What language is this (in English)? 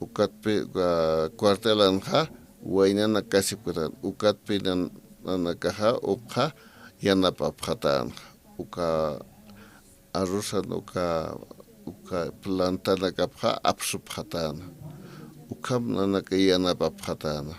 Aymara